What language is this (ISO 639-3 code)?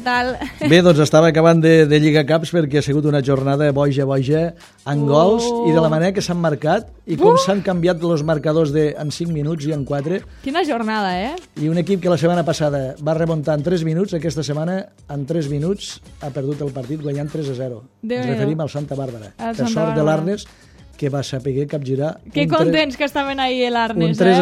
cat